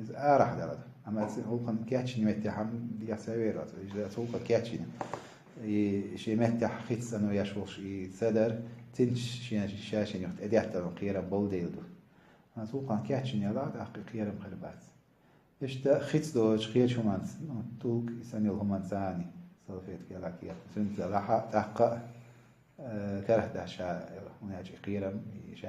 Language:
Chechen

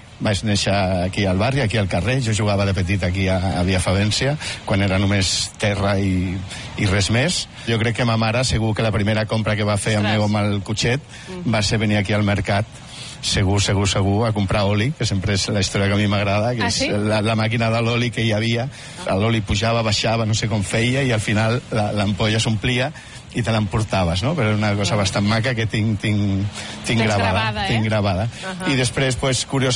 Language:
Catalan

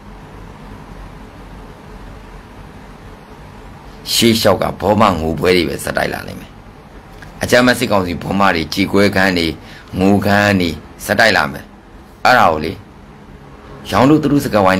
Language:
Burmese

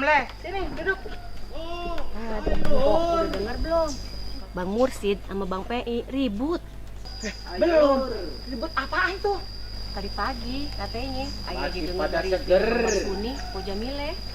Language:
Betawi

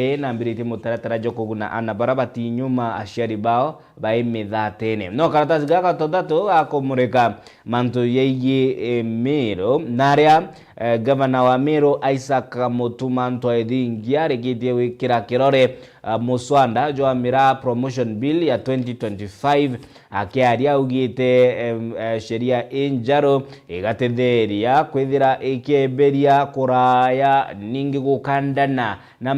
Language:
Meru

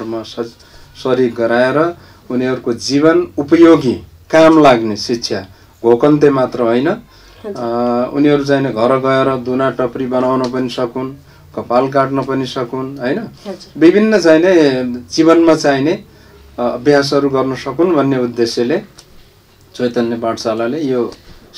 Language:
Nepali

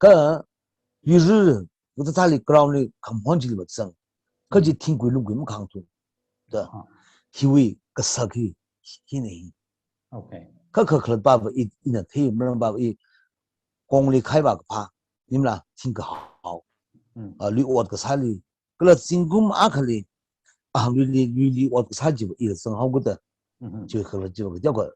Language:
Tangkhul Naga (India)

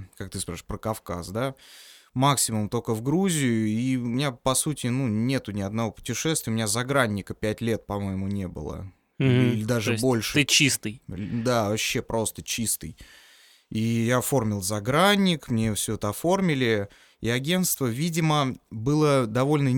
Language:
Russian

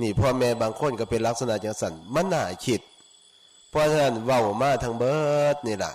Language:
Lao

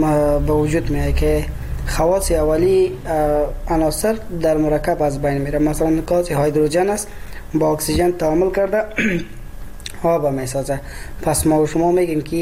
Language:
Persian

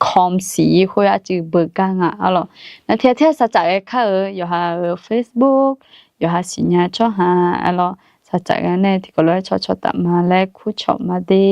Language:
Akha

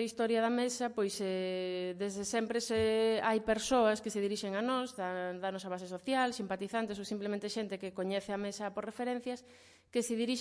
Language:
Galician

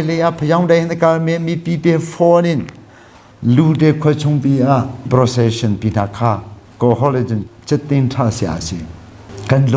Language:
Hakha Chin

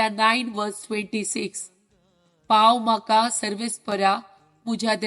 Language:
Konkani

